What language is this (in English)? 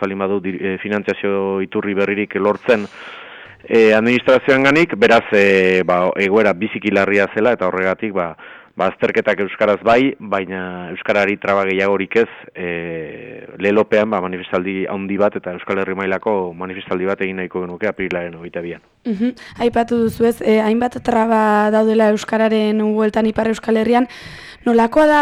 Basque